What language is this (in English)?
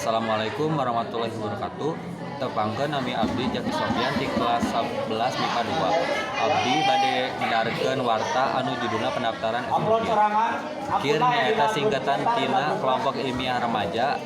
Sundanese